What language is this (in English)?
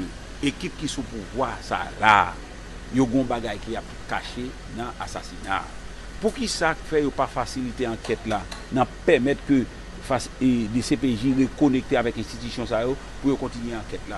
Haitian Creole